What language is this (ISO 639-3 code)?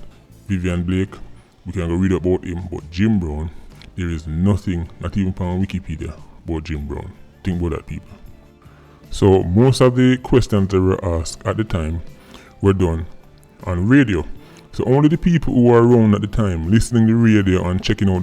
jam